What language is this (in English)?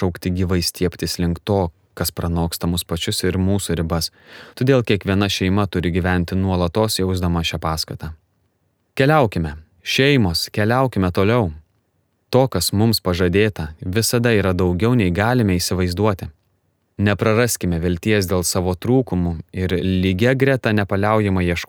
Lithuanian